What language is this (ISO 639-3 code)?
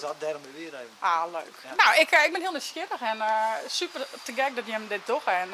fry